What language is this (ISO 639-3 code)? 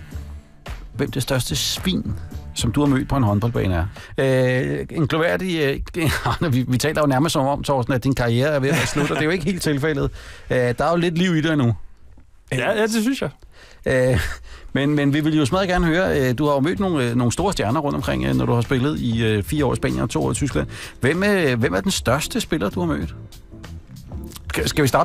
dan